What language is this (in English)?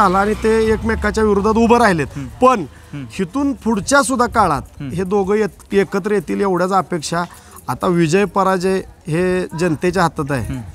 Marathi